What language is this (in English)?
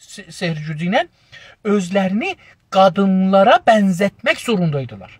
South Azerbaijani